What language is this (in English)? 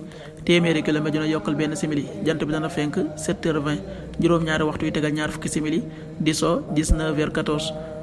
Wolof